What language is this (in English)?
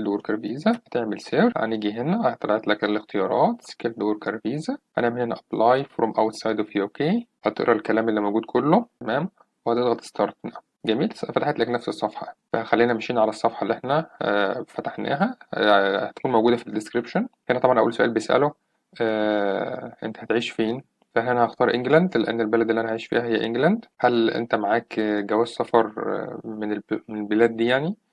Egyptian Arabic